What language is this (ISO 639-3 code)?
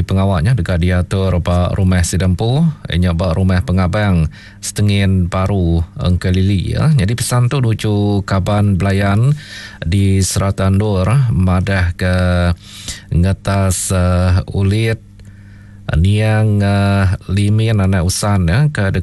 iba